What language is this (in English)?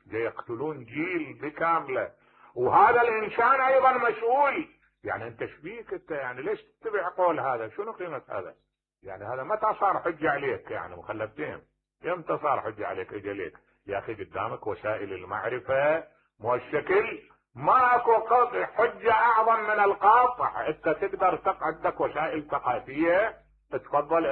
Mesopotamian Arabic